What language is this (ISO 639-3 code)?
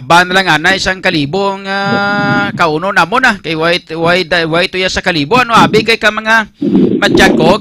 hil